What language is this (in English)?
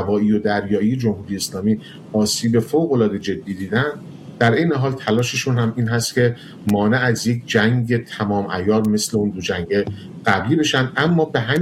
Persian